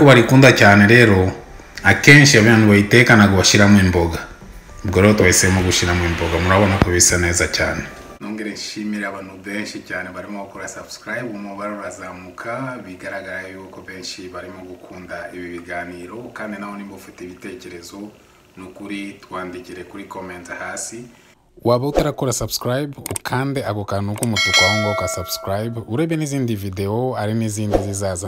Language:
Kinyarwanda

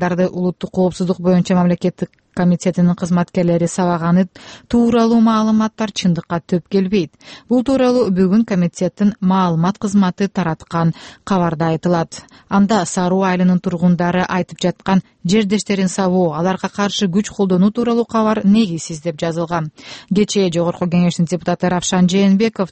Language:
Kyrgyz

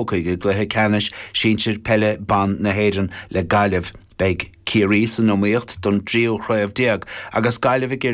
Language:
Irish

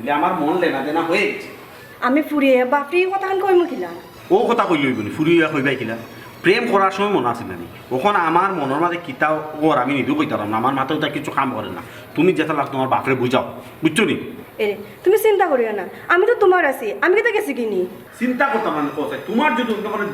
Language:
Sylheti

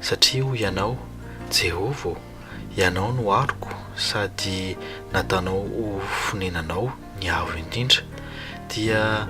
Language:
Malagasy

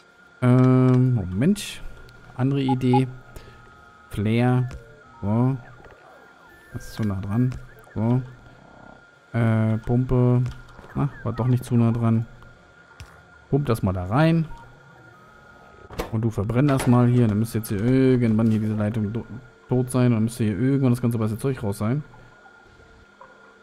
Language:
German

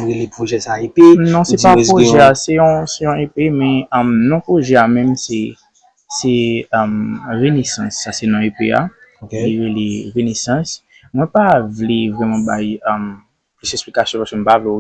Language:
Haitian Creole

